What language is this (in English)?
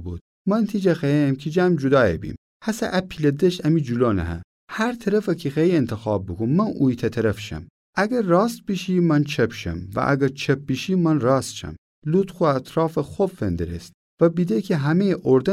Gilaki